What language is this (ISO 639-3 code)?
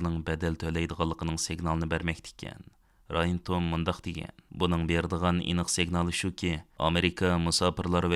uig